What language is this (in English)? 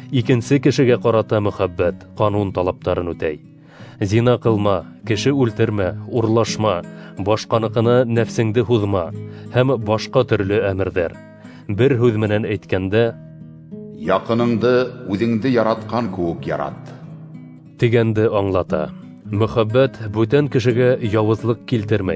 Bashkir